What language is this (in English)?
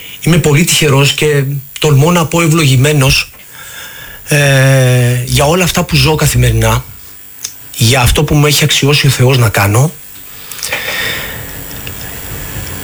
Greek